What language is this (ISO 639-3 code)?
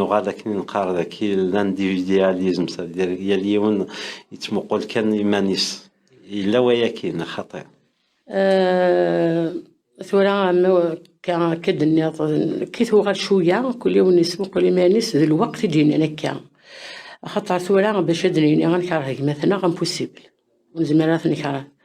kab